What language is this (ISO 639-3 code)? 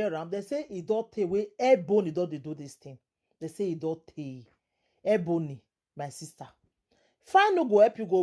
pcm